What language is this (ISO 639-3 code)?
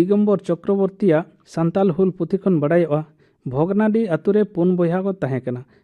sat